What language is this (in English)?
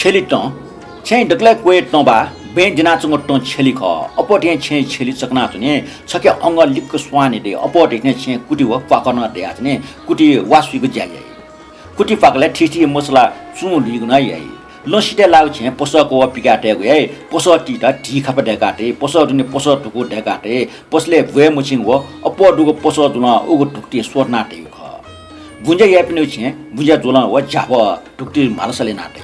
Newari